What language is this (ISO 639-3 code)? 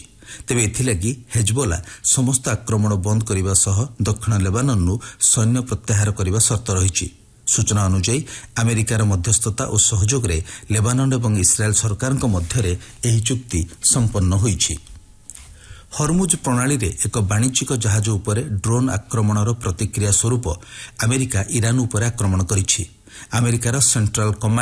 ori